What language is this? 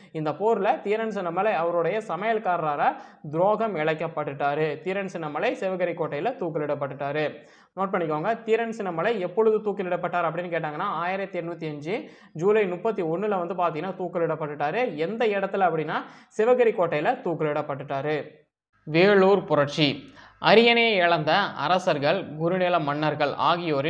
Tamil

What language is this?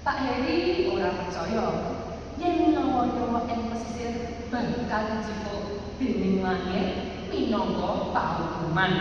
Javanese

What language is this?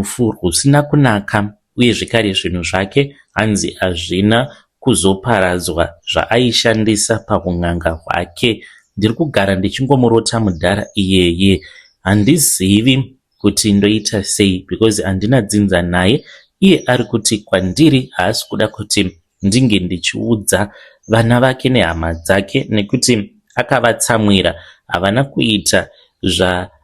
Shona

